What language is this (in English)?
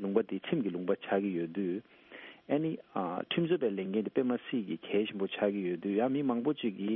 Tibetan